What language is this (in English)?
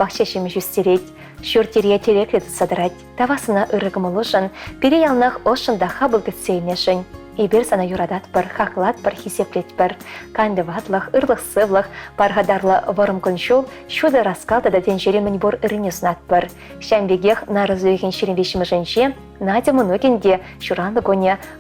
Chuvash